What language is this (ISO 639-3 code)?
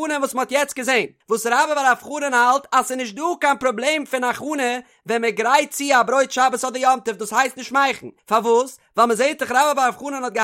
yid